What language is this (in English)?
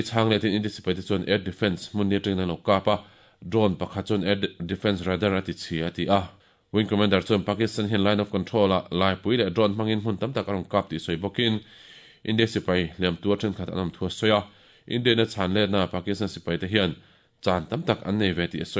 Mizo